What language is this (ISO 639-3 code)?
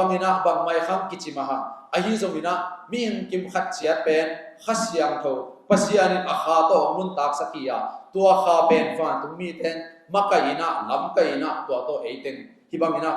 ctd